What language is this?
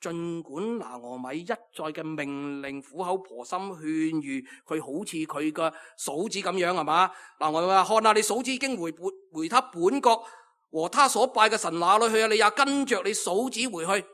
Cantonese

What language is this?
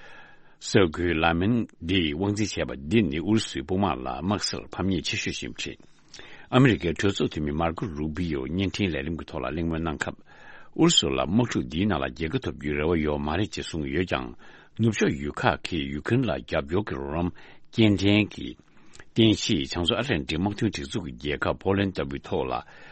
Tibetan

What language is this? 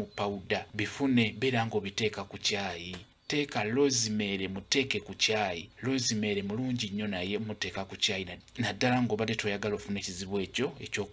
Ganda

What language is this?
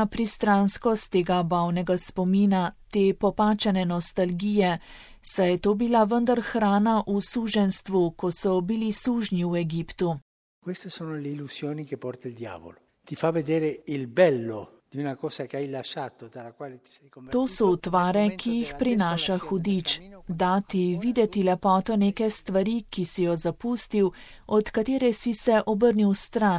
Slovenian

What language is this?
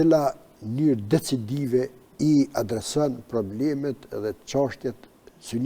Albanian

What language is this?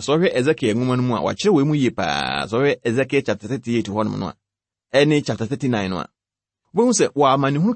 Akan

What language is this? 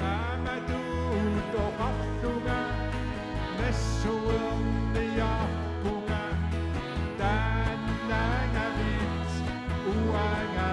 Kalaallisut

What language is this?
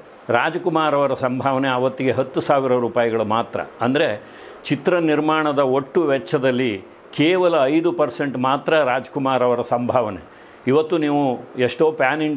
Kannada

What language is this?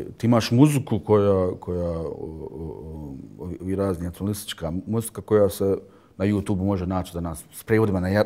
Bosnian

